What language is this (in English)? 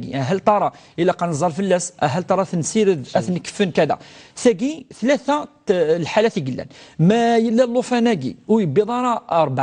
Kabyle